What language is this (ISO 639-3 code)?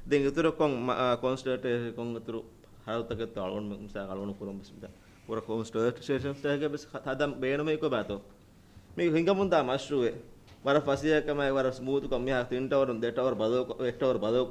div